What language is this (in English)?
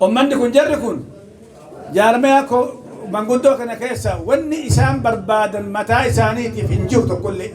Oromo